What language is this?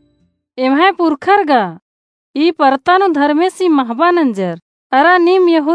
Kurukh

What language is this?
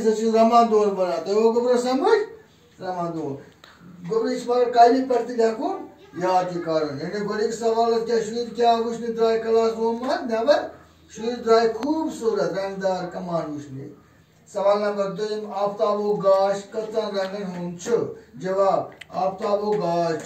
Kashmiri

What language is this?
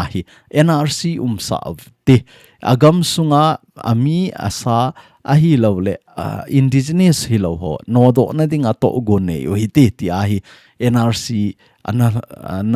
Thado Chin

